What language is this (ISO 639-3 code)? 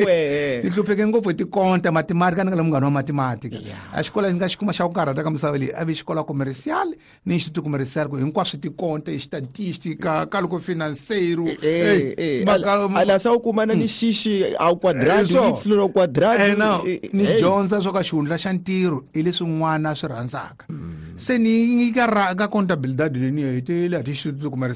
tso